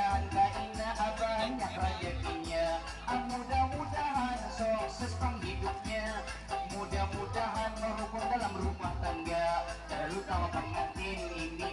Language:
Banjar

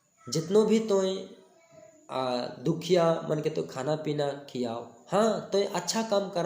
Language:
Sadri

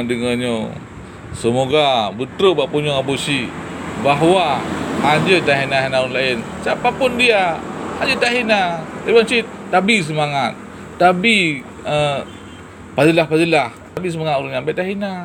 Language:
Achinese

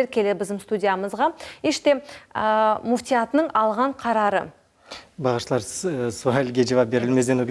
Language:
Crimean Tatar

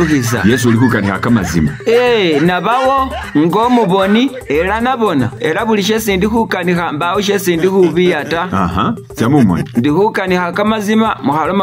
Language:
Masaaba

